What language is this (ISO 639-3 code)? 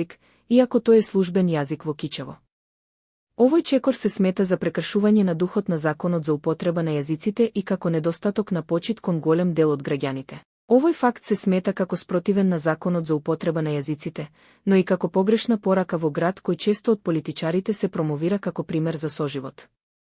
mkd